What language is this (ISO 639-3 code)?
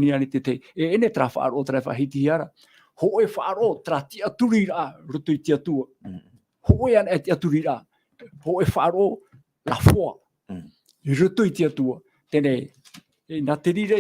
tah